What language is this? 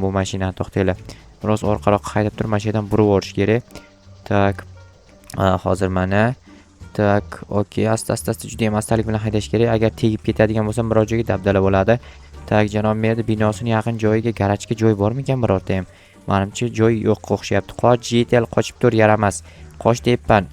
Uzbek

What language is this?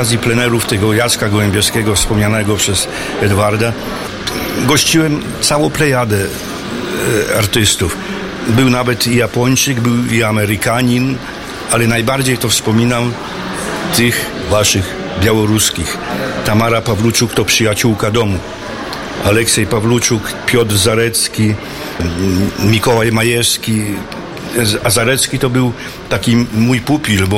Polish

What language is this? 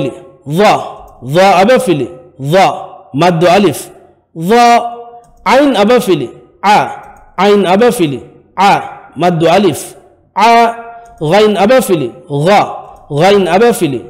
Divehi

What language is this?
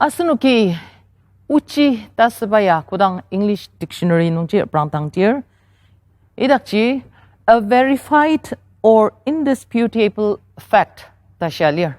Ao Naga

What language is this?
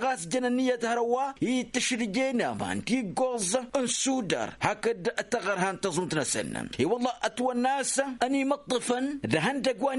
Tamasheq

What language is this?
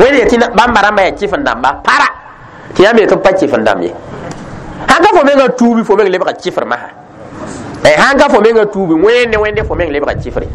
Mossi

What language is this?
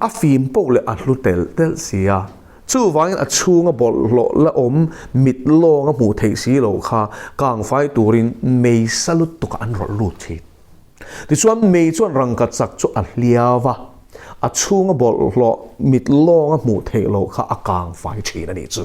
Mizo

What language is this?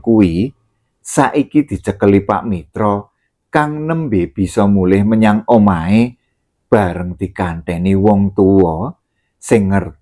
Javanese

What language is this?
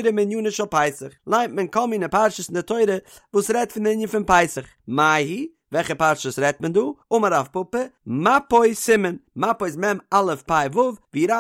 Yiddish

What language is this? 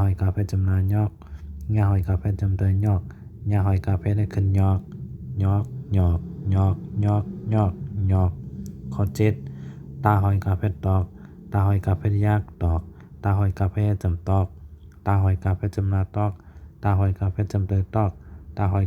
Shan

